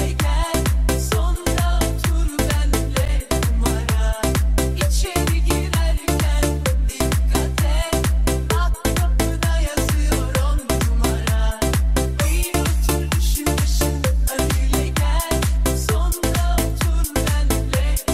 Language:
Turkish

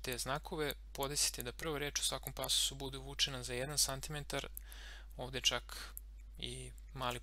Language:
Serbian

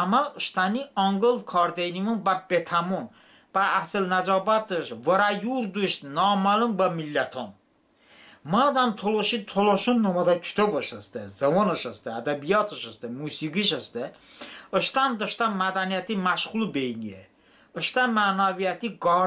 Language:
Talysh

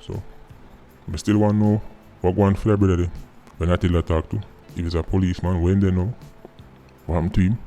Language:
Jamaican Creole English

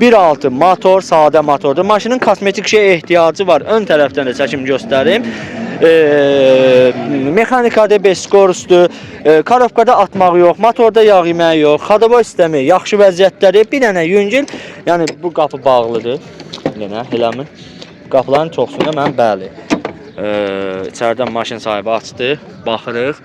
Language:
Azerbaijani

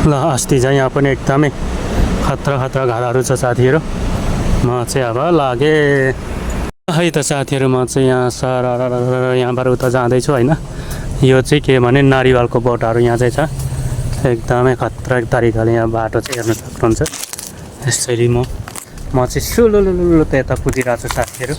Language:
Nepali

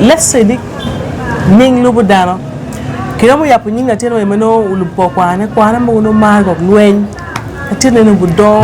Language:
Acoli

